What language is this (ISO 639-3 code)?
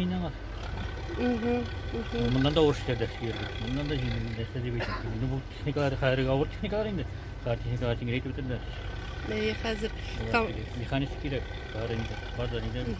tat